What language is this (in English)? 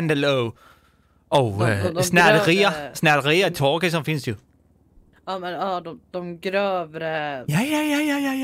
Swedish